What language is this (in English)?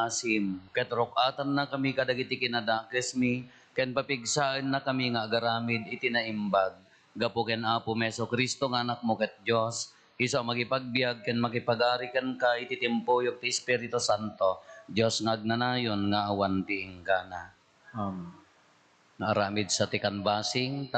Iloko